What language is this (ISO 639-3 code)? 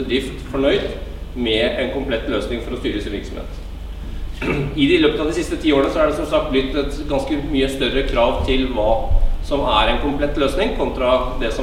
nor